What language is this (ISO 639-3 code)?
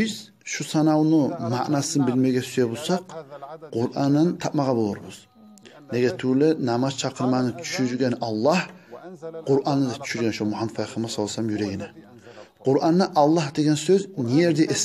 kum